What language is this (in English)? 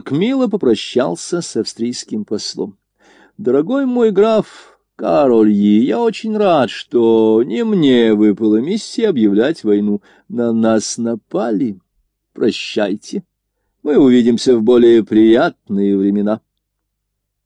Russian